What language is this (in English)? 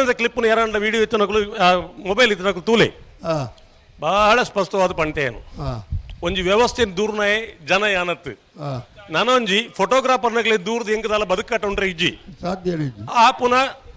Tulu